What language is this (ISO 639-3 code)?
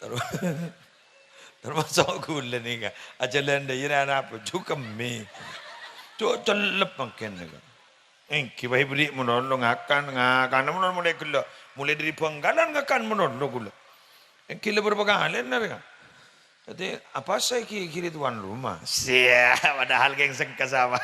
mad